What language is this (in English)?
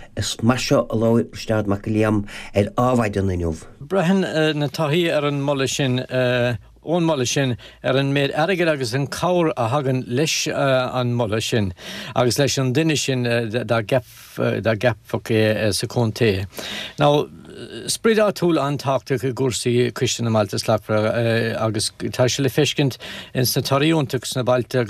Irish